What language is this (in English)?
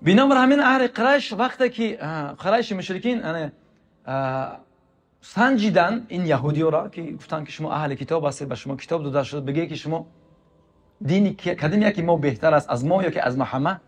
Tajik